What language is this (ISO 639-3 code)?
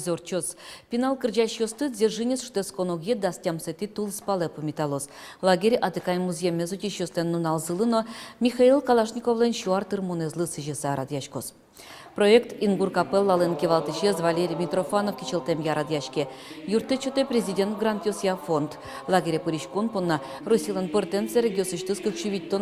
udm